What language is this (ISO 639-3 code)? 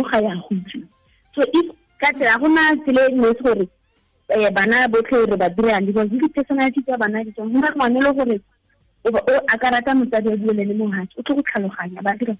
tsn